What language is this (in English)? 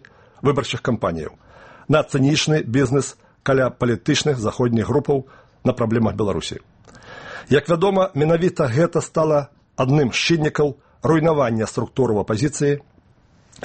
Belarusian